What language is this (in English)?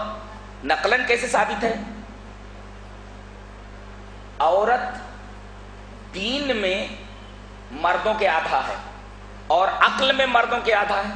Urdu